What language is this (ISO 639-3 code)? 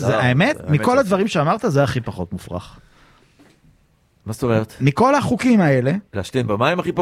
heb